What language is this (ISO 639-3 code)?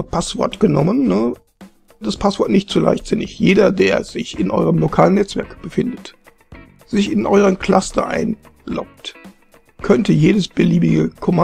deu